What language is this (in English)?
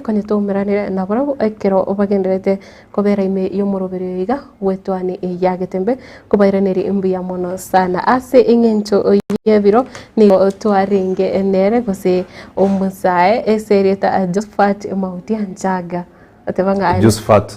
Gusii